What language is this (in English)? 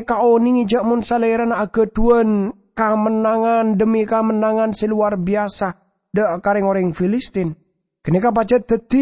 Madurese